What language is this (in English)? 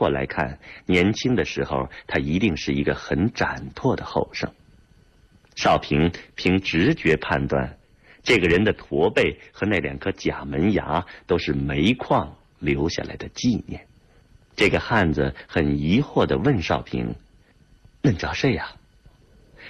Chinese